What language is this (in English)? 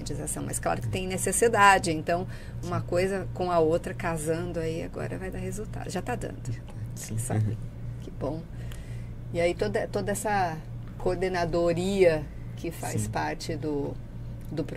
Portuguese